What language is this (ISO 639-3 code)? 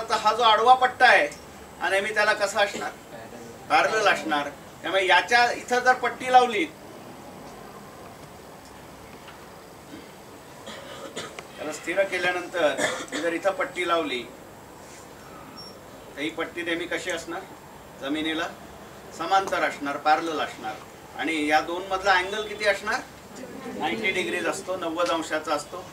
mar